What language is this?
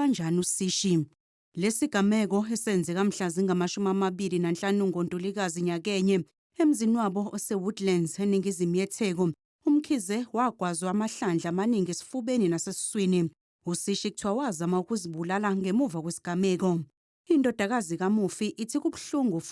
Zulu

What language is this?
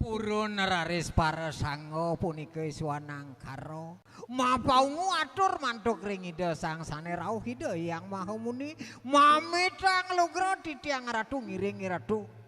Balinese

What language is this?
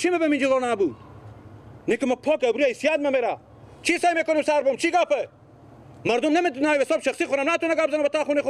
Persian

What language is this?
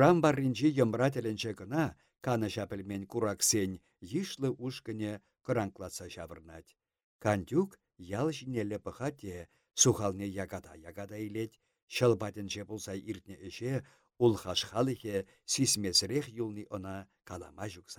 Chuvash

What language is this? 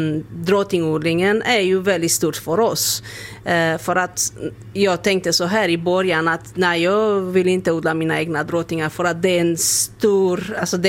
Swedish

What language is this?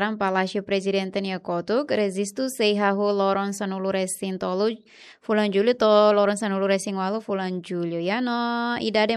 Tetum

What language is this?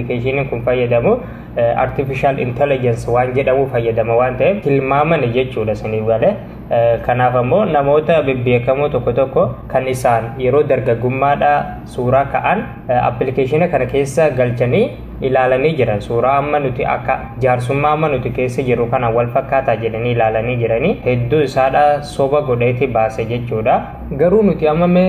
Oromo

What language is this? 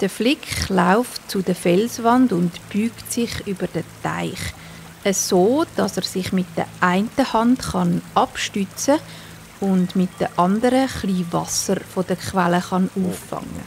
Swiss German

